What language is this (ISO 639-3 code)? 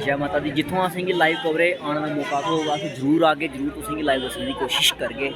doi